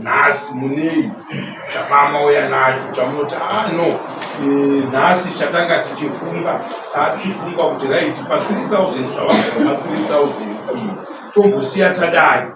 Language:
Shona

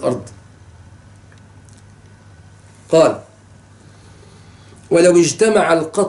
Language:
Arabic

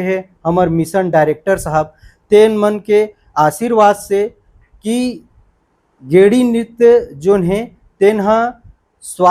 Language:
Chhattisgarhi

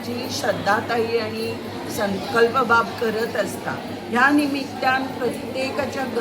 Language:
Konkani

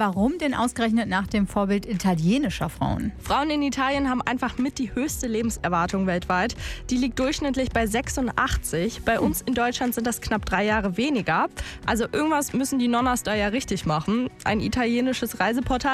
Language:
German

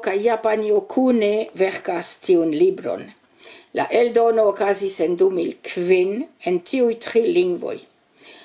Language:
Esperanto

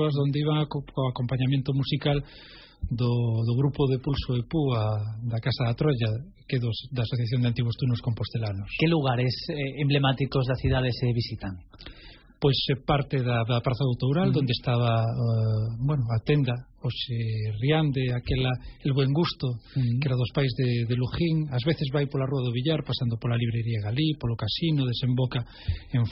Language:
Galician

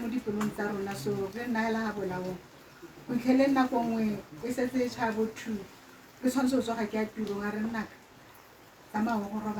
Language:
Tswana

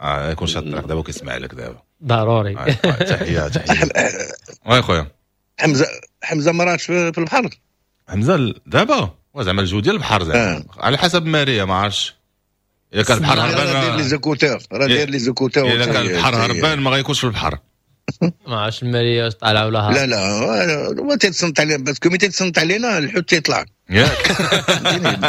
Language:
Moroccan Arabic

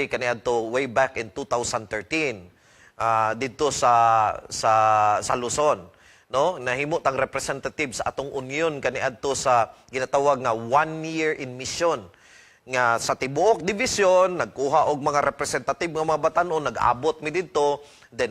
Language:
Cebuano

